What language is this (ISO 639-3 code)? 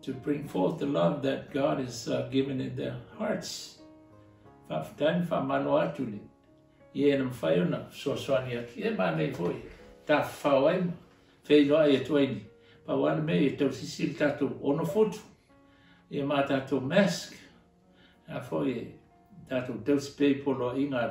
smo